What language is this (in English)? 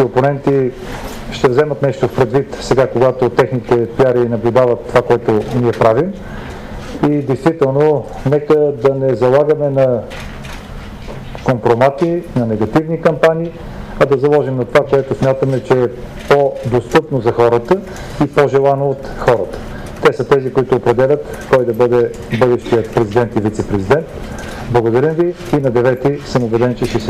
Bulgarian